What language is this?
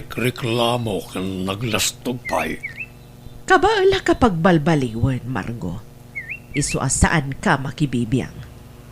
Iloko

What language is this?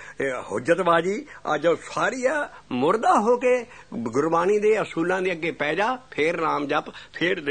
Punjabi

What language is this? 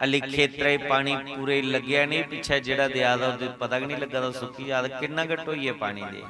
Dogri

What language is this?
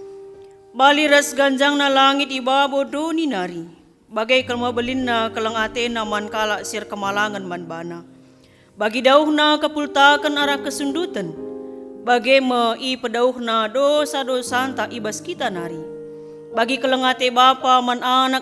Batak Karo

